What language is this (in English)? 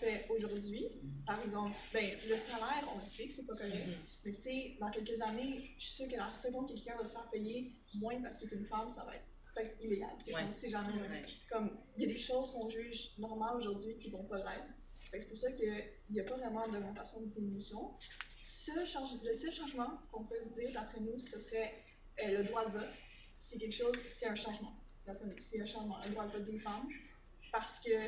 French